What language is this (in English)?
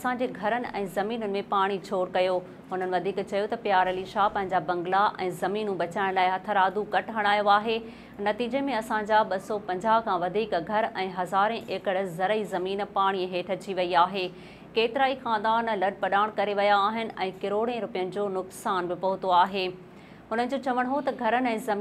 Sindhi